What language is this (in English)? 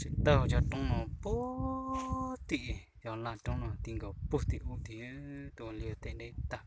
Hmong